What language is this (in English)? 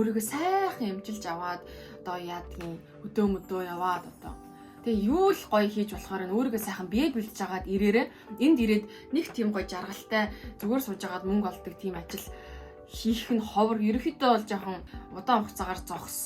Mongolian